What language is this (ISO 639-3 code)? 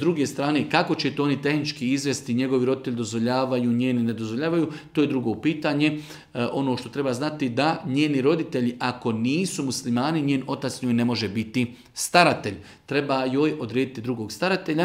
bos